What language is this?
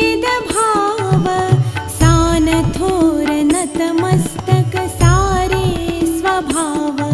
Marathi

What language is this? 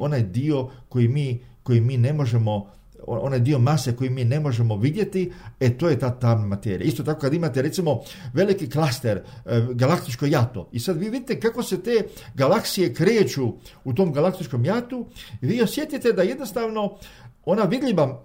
Croatian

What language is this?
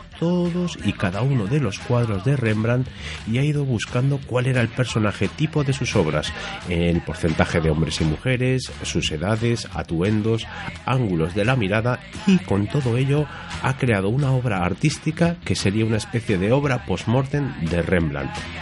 Spanish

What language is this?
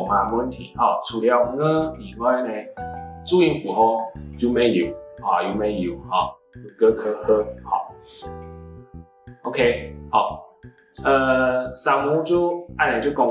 Hakka Chinese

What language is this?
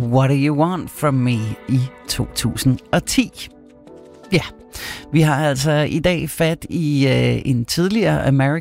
Danish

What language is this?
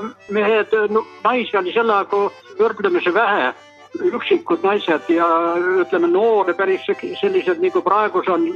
Estonian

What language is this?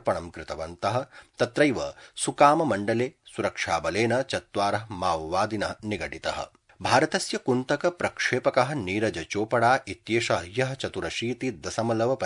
Sanskrit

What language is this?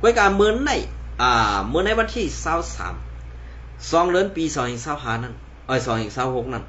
Shan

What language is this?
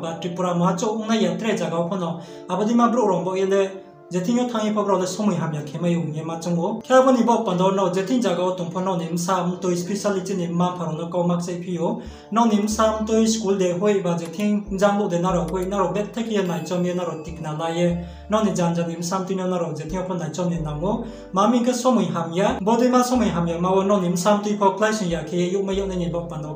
Riang (India)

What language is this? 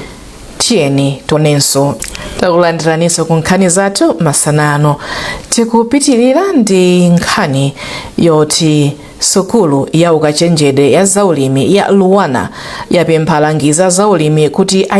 Nyanja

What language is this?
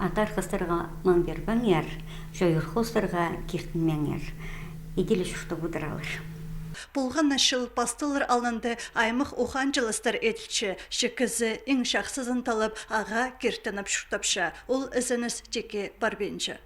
Khakas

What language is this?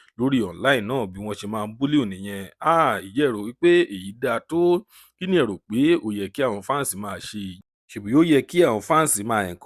Yoruba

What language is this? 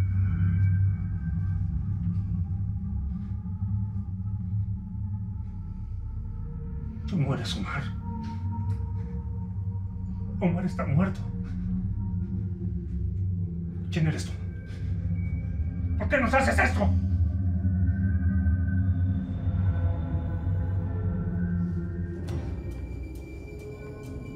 Spanish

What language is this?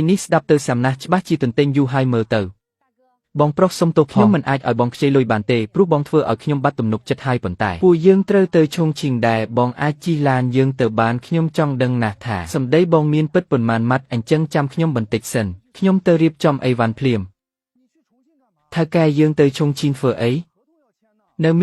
Khmer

